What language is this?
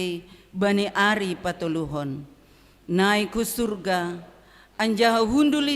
Batak Simalungun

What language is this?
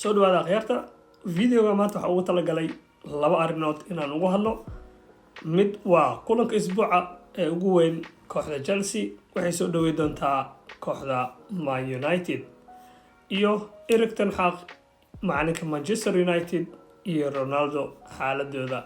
Somali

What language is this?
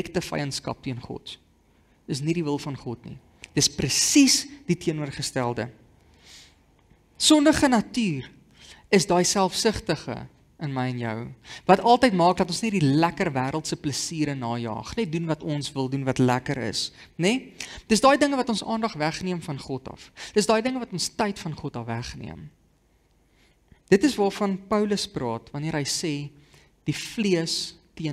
Afrikaans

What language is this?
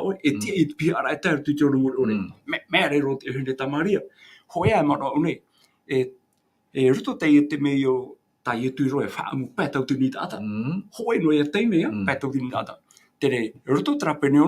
Tahitian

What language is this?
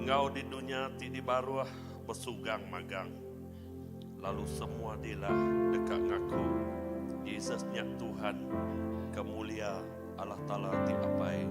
Iban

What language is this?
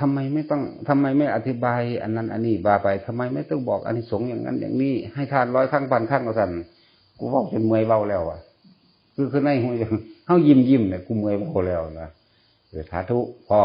Northeastern Thai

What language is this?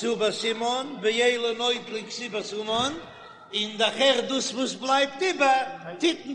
Yiddish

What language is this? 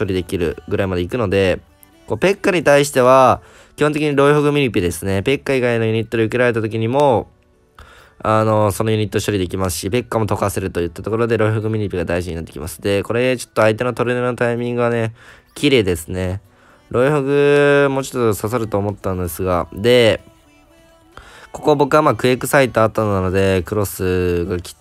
Japanese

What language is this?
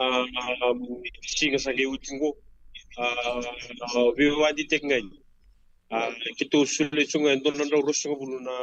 Fijian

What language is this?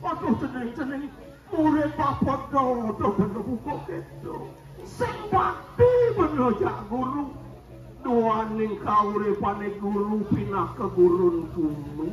Balinese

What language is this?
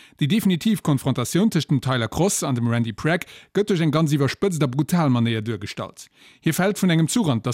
Luxembourgish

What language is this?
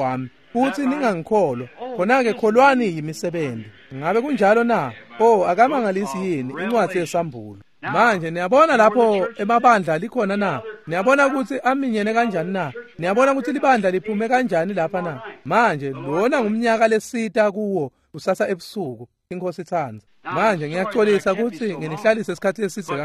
Swati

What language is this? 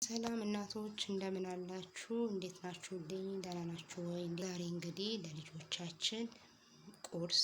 Amharic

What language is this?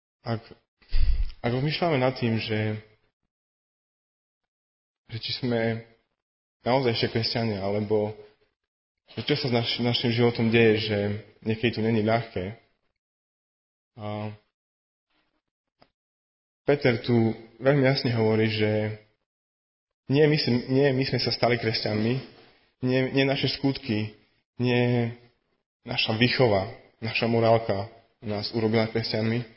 Slovak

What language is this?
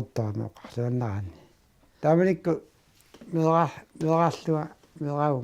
Kalaallisut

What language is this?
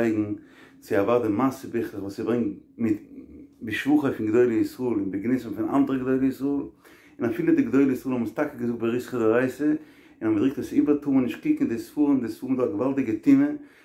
Yiddish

